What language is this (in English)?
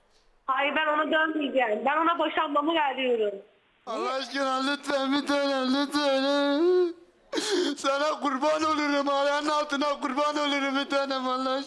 Turkish